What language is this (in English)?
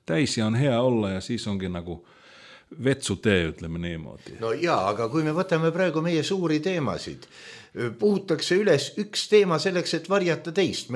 Estonian